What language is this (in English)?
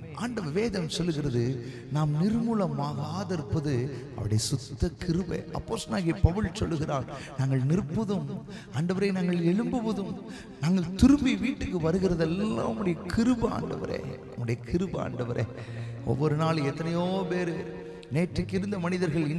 Tamil